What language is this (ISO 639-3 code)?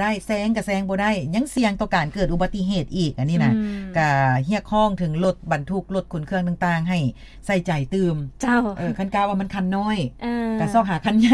lao